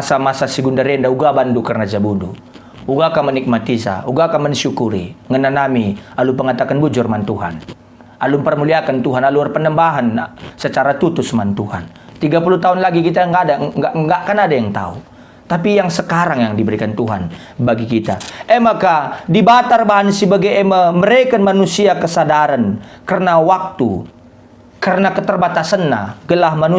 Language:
Batak Karo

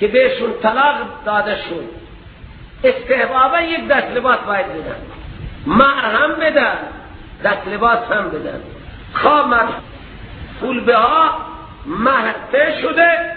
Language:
Persian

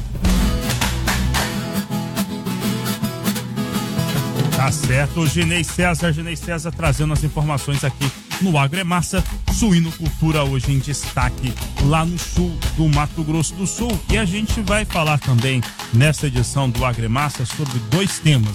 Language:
Portuguese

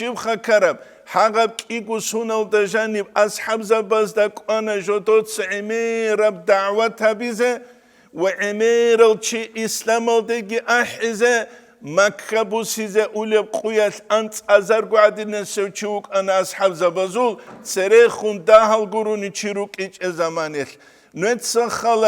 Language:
Avaric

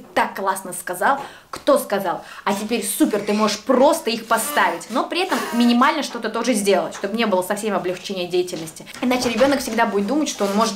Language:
Russian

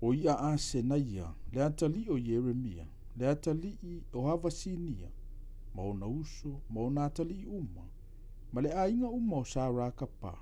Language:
Samoan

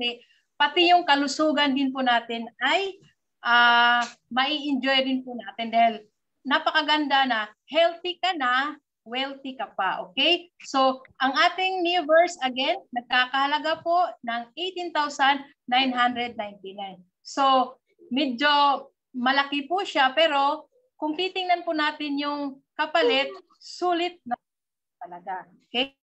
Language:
Filipino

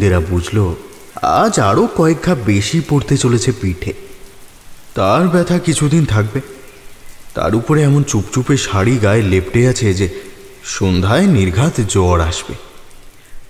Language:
Bangla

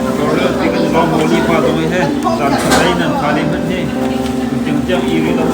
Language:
Hakha Chin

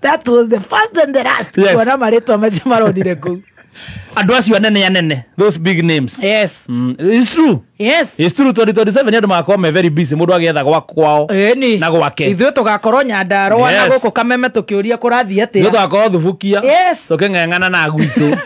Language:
Kikuyu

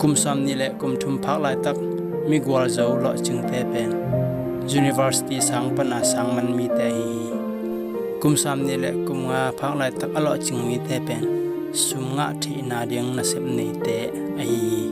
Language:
Tedim Chin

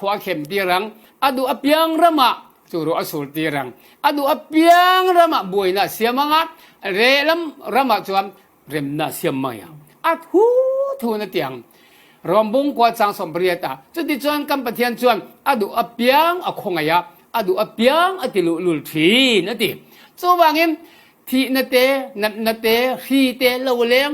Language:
Falam Chin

